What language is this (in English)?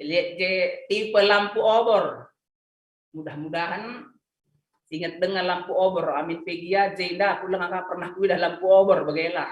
Batak Karo